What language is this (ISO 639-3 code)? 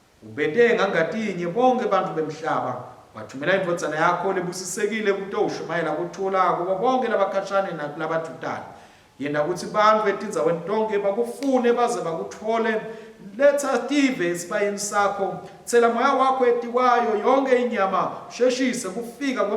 ssw